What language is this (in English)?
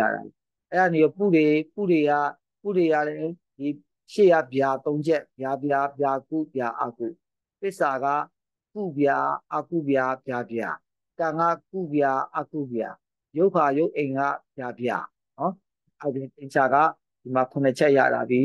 Burmese